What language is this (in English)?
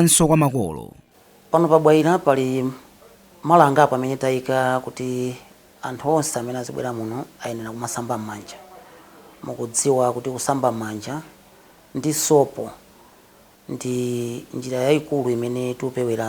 Nyanja